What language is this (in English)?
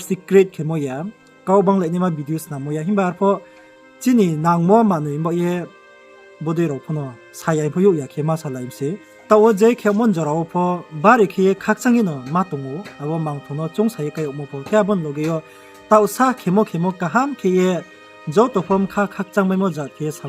Riang (India)